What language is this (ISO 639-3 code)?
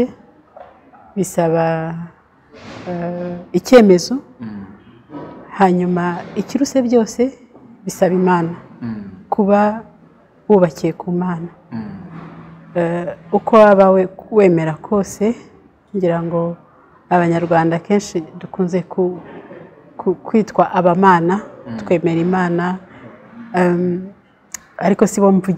kin